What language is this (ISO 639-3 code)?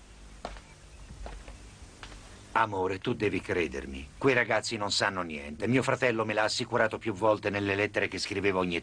ita